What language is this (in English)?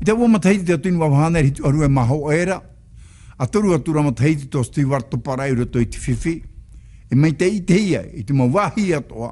Tahitian